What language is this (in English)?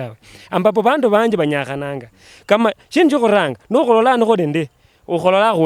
Luyia